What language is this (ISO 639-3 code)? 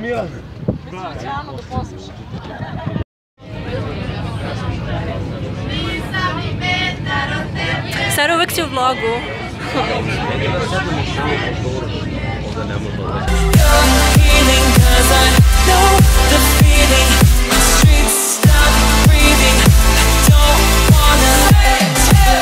srp